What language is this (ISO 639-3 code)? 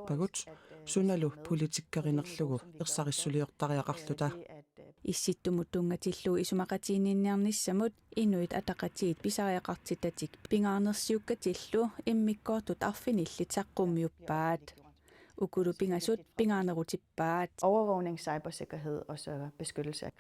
kal